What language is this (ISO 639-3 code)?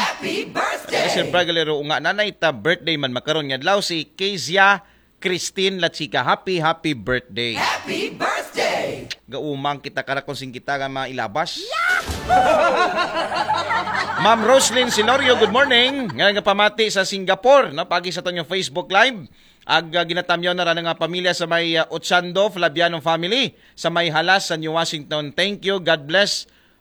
akl